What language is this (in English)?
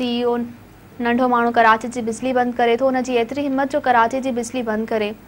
Sindhi